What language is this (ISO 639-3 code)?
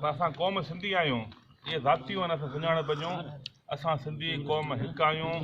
snd